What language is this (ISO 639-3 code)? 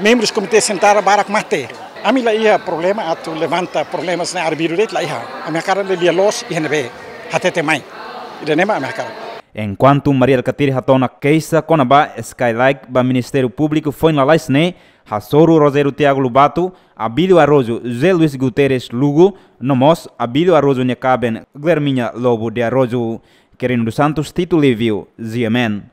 tet